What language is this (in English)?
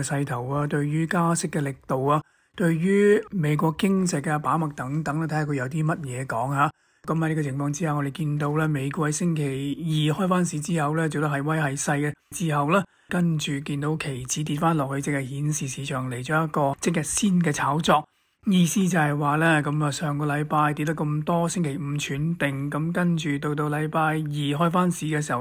Cantonese